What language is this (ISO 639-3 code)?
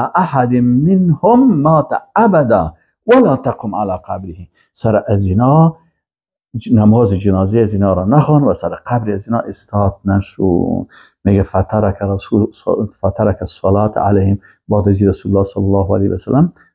fas